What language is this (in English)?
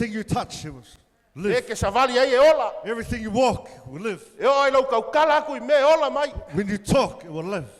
Samoan